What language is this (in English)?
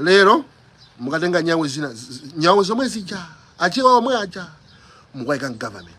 Nyanja